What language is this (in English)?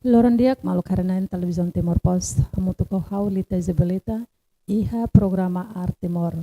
Tetum